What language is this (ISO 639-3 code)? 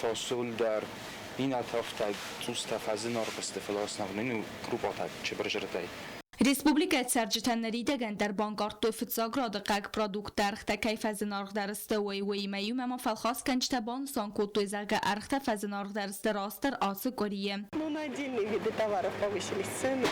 oss